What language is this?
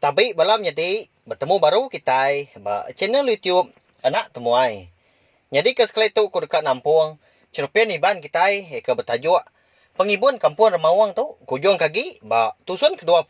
Iban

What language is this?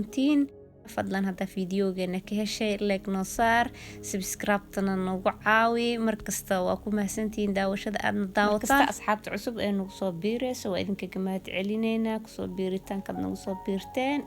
Somali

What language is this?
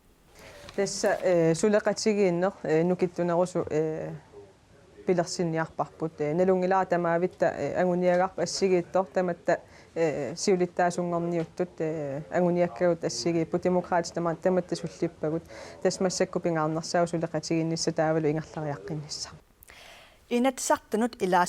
Kalaallisut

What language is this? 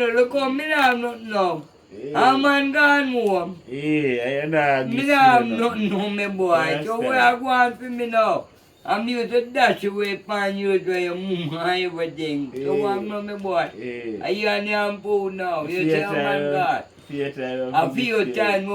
Jamaican Creole English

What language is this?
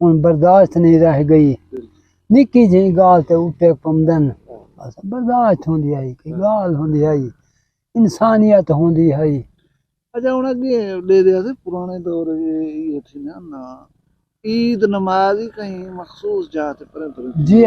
Saraiki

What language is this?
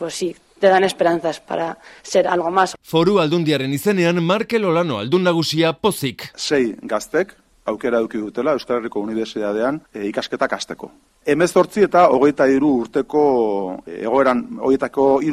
Basque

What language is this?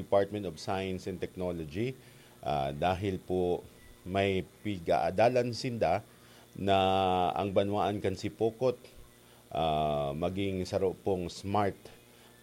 Bikol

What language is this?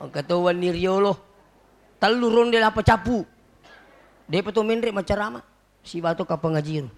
Buginese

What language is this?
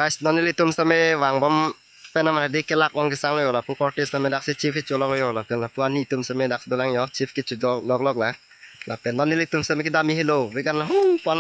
Karbi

